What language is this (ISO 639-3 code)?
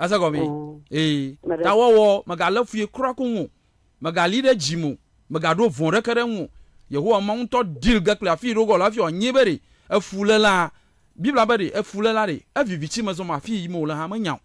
ewe